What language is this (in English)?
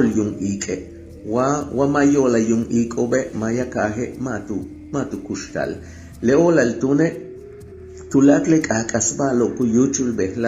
Yucateco